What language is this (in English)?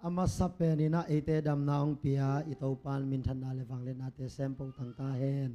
Tedim Chin